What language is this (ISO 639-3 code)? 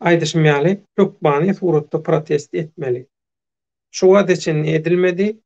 tuk